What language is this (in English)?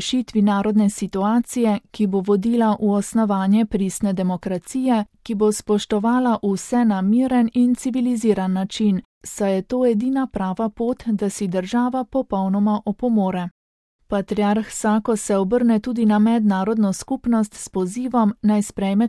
Slovenian